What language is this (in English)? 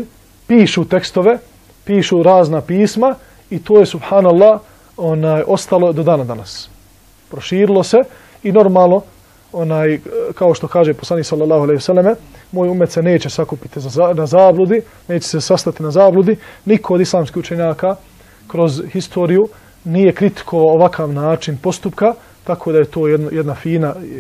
Bosnian